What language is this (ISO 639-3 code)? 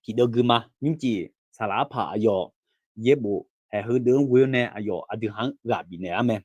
ahk